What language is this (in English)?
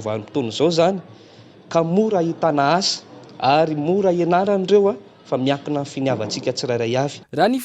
Malagasy